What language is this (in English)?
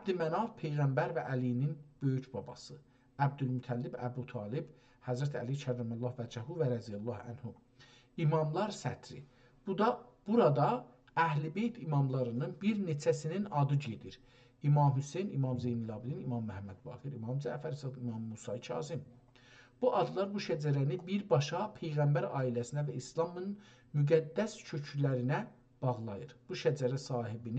South Azerbaijani